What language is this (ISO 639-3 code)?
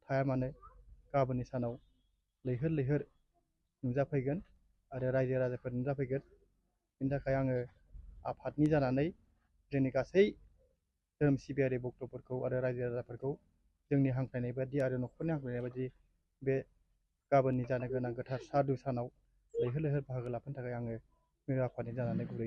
brx